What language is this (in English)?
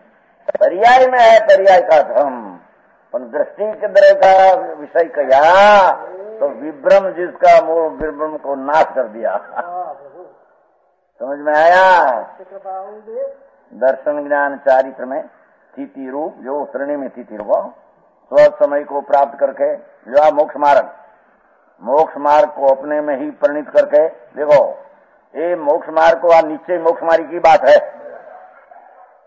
Hindi